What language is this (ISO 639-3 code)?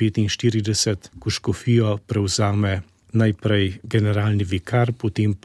slv